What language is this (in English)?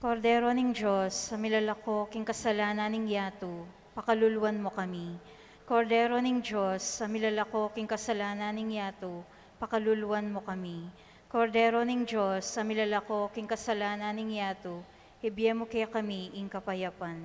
Pampanga